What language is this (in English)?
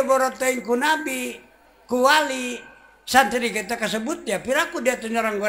Sundanese